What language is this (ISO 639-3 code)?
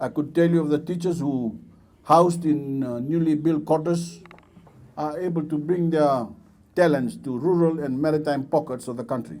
fij